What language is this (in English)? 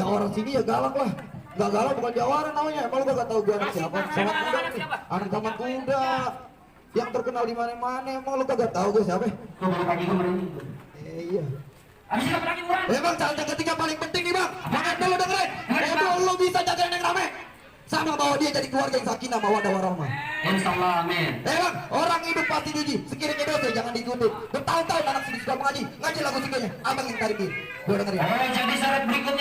Betawi